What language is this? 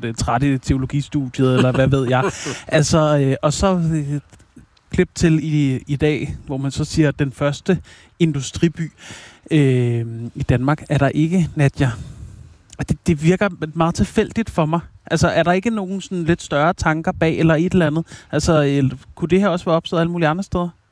Danish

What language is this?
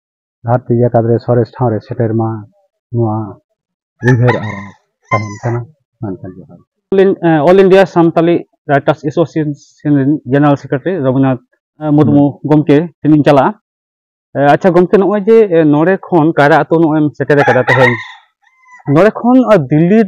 Santali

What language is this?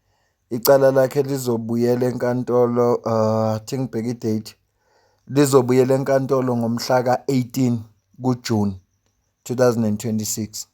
Zulu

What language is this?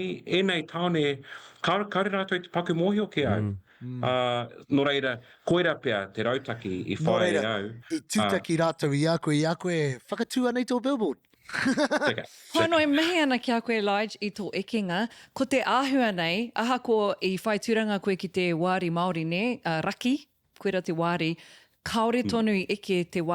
Māori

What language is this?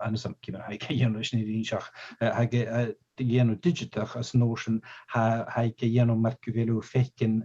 Scottish Gaelic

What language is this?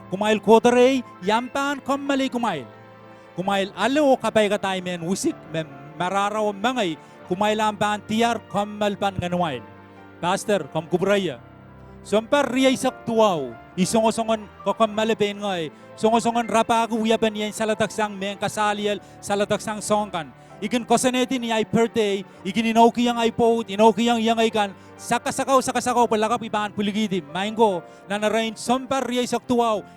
Pohnpeian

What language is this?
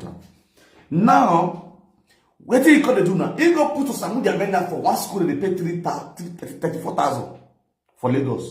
Nigerian Pidgin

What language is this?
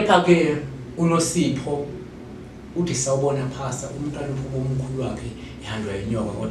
Zulu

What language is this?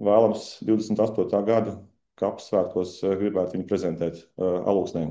Latvian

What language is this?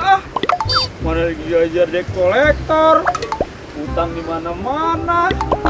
Betawi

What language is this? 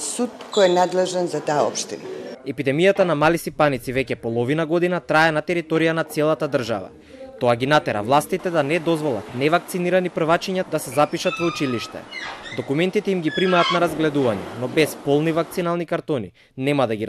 Macedonian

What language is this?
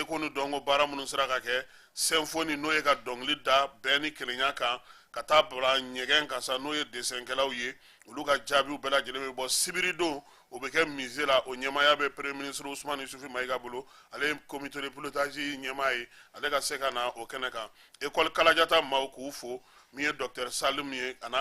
Bambara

